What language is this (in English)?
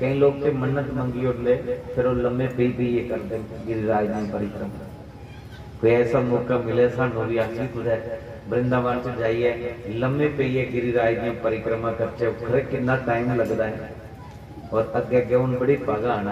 Dogri